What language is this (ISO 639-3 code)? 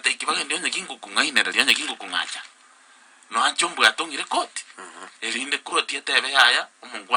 guz